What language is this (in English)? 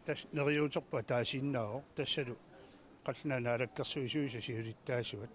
Kalaallisut